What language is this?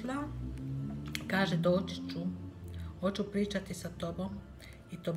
Croatian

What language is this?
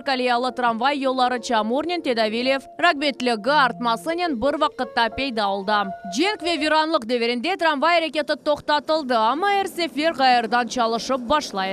Crimean Tatar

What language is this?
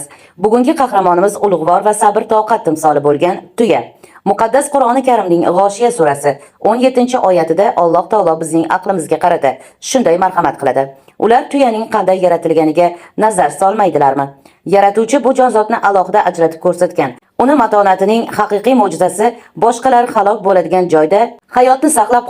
Uzbek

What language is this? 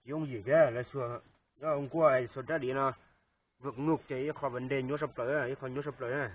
Hmong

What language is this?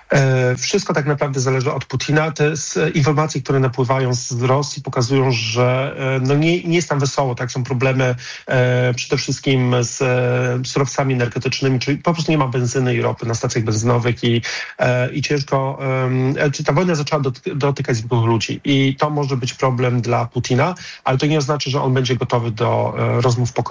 Polish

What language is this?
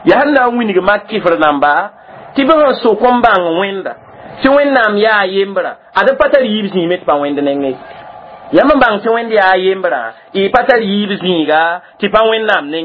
Mossi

